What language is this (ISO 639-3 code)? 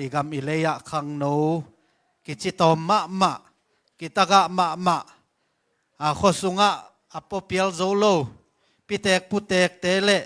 ctd